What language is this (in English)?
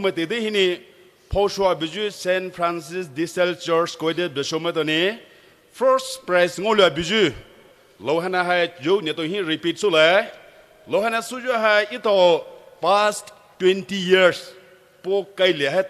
Poumei Naga